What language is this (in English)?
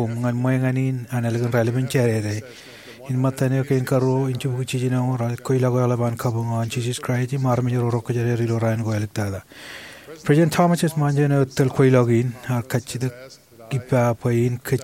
Marshallese